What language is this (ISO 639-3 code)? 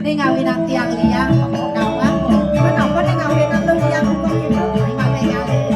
ban